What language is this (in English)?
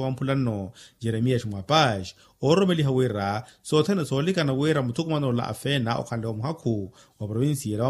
Makhuwa